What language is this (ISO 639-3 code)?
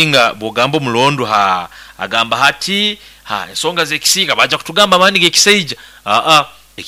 nyo